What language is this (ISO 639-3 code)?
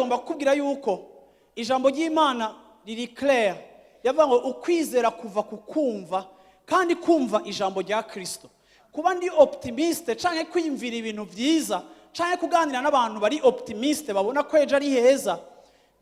run